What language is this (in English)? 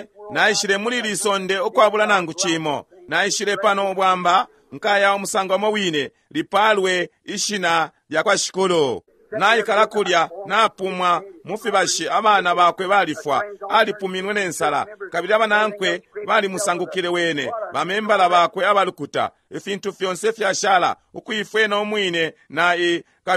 Bemba